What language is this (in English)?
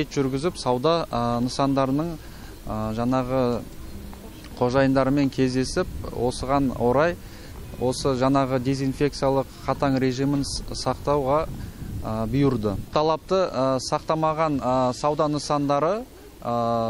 Kazakh